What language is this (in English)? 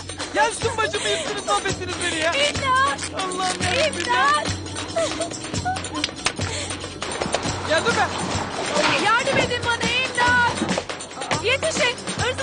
Turkish